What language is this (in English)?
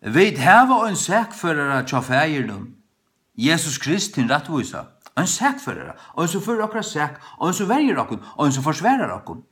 Faroese